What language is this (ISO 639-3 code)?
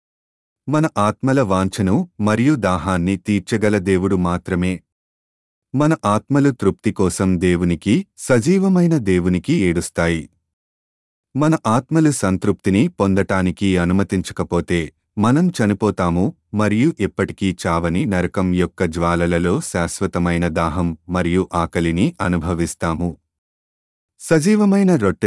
tel